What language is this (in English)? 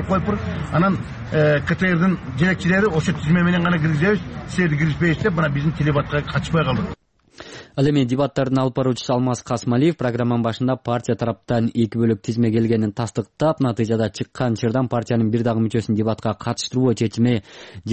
Kyrgyz